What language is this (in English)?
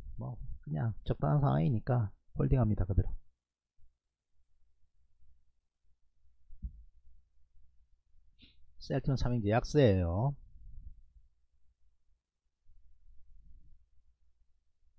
Korean